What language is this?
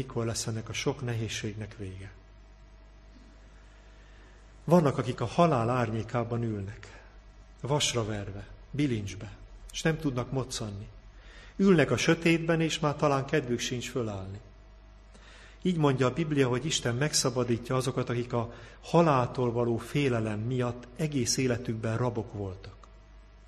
Hungarian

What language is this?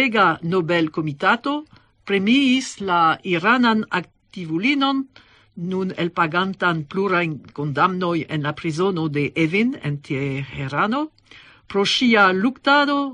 Esperanto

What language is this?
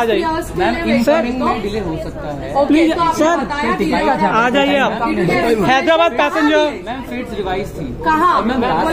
Hindi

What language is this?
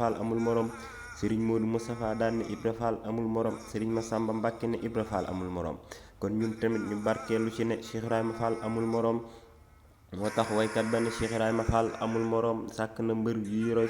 Wolof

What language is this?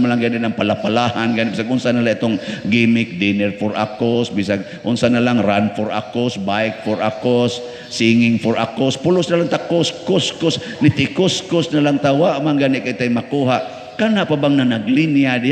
Cebuano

